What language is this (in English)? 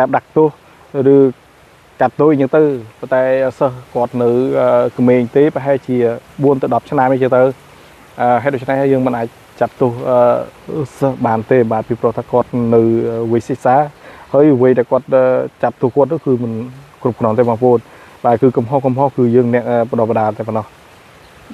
Khmer